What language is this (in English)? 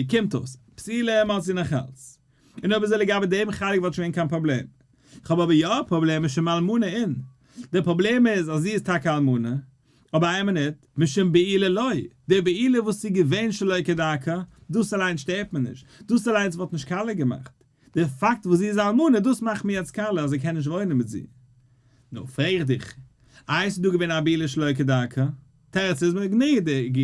Yiddish